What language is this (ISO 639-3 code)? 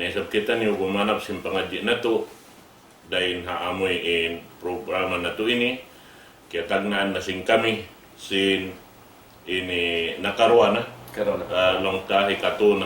tsg